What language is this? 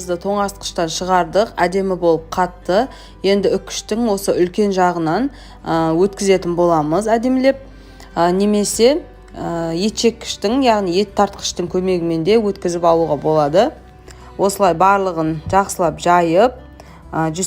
Kazakh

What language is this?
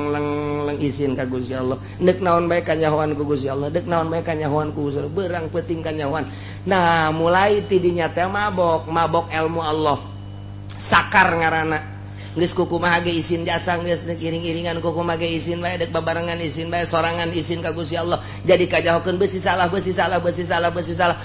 Sundanese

